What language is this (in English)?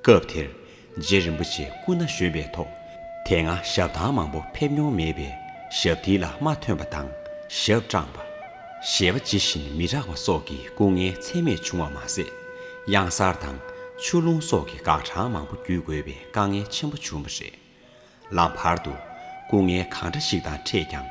Tibetan